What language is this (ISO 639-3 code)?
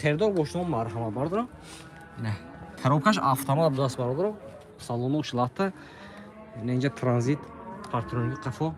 tgk